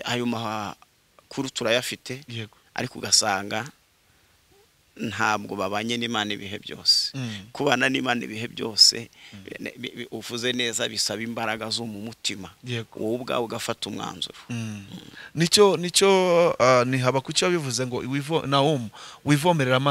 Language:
Kinyarwanda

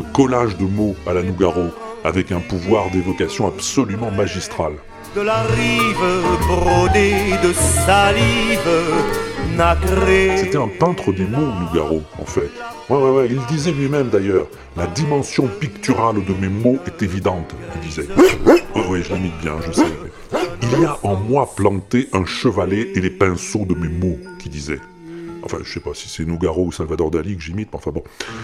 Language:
French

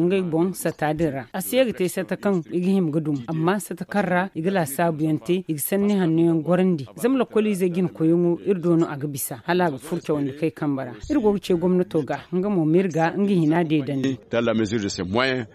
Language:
Zarma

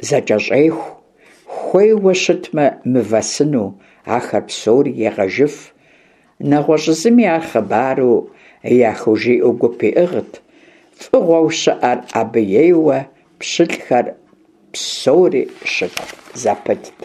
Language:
Kabardian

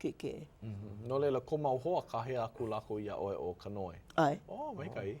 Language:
Hawaiian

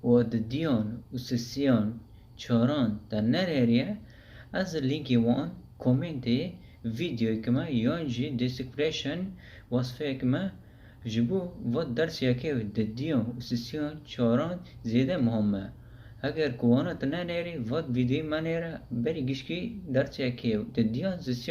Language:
Kurdish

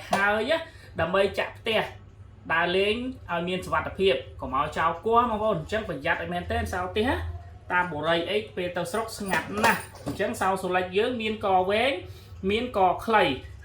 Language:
Khmer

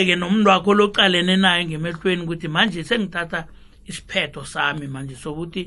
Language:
South Ndebele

